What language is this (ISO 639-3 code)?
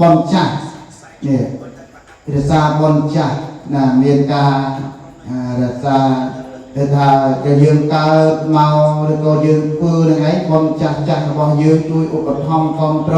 khm